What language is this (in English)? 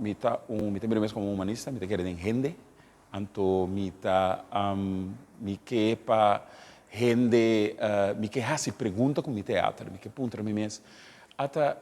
Papiamento